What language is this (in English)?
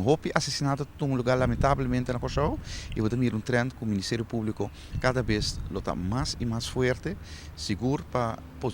Papiamento